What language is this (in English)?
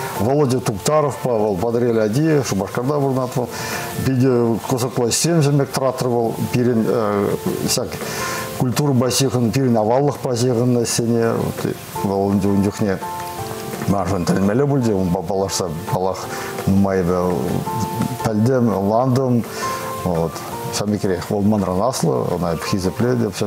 Chuvash